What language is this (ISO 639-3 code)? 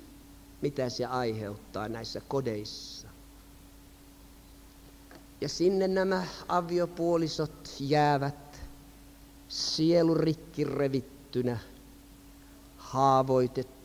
fin